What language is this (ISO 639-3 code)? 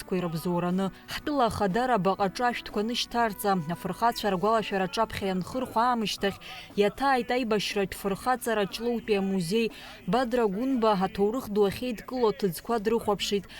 abk